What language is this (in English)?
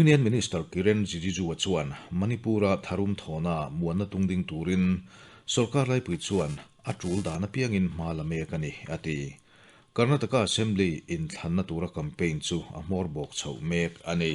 Mizo